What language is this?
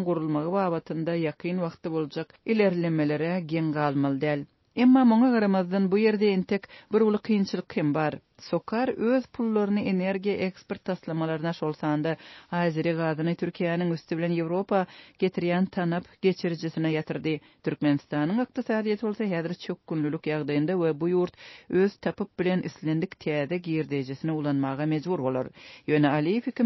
Turkmen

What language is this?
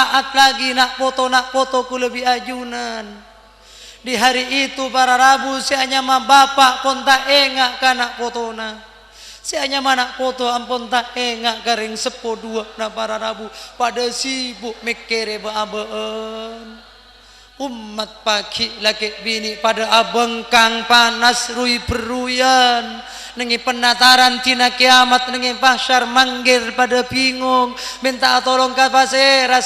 Madurese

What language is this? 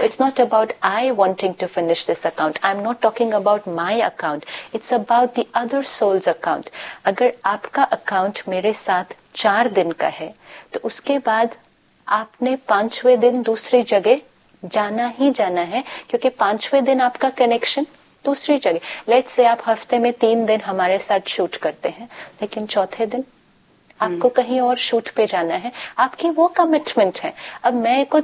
Hindi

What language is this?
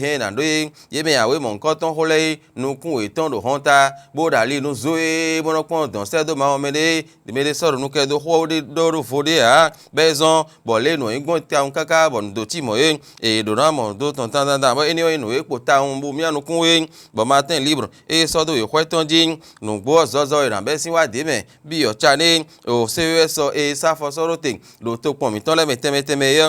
Fon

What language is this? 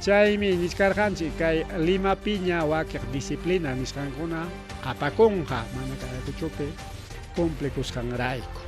Ayacucho Quechua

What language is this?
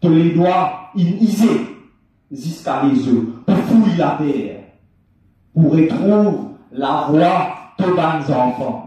Morisyen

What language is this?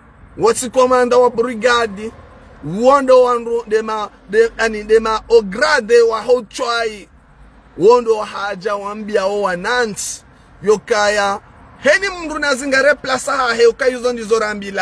Ngazidja Comorian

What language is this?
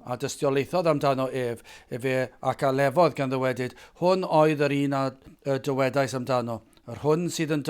Welsh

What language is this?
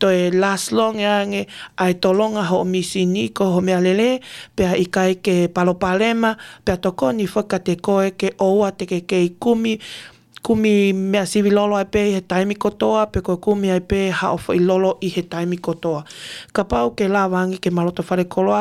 Tongan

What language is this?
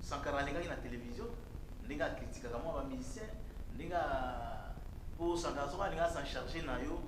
Lingala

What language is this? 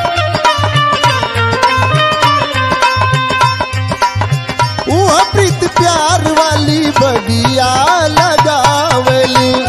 Bhojpuri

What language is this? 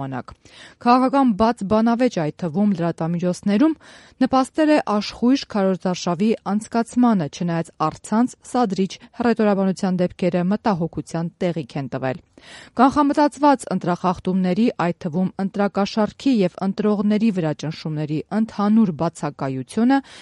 Armenian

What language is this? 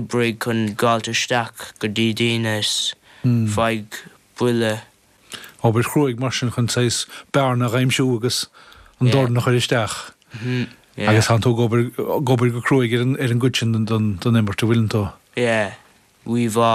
Irish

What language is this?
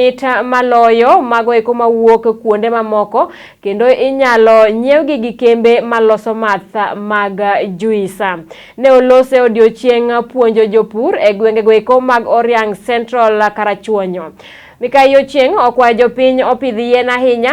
Luo (Kenya and Tanzania)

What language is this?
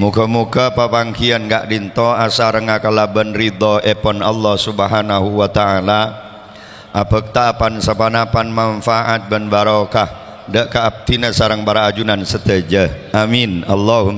Madurese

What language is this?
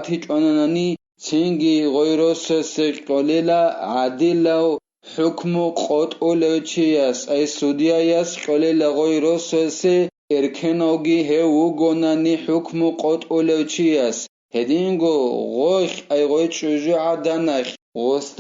Avaric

